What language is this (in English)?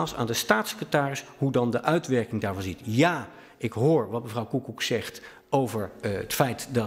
Dutch